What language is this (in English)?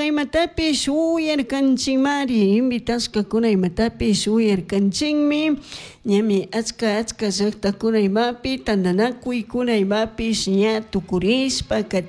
Chimborazo Highland Quichua